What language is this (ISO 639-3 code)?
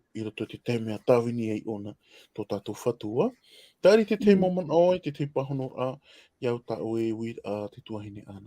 tah